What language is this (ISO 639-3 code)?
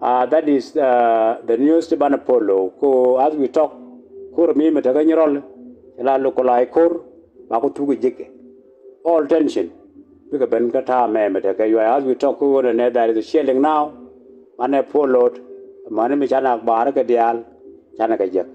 nus